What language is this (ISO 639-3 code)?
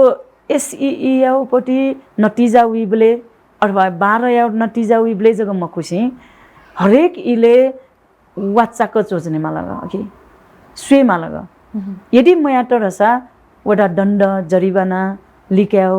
new